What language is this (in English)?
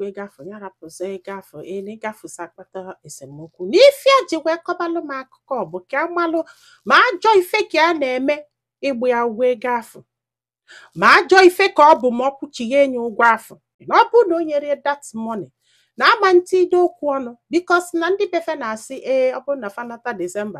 Igbo